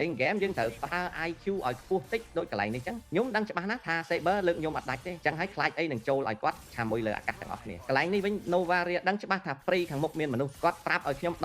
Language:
Khmer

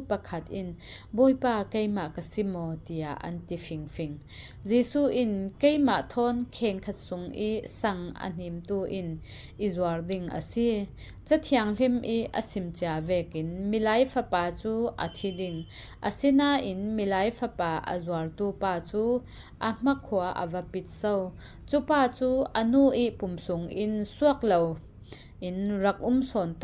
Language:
Falam Chin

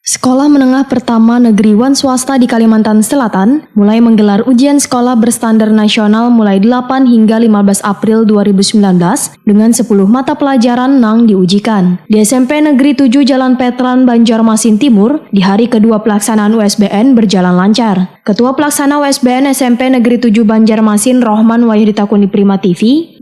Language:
Banjar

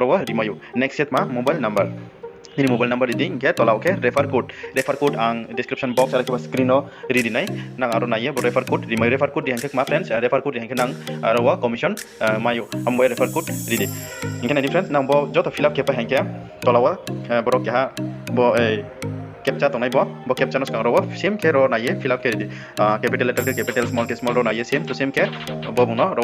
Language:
Riang (India)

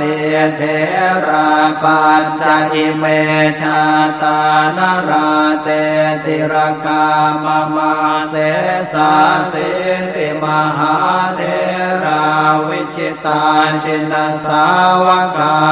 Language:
Pali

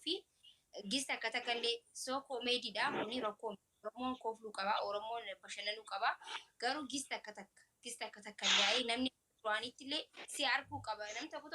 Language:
Oromo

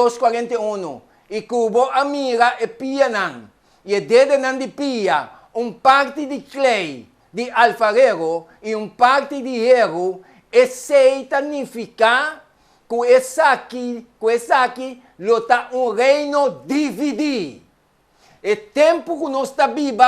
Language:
Papiamento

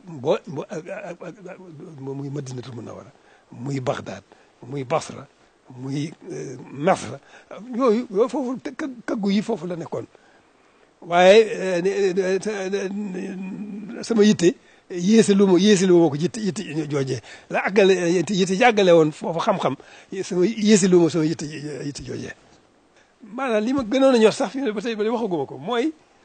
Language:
Wolof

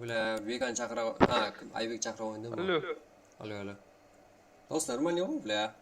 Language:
Kara-Kalpak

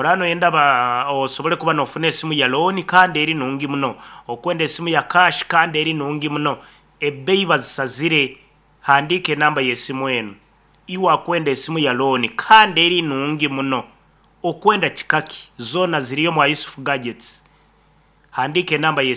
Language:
Nyoro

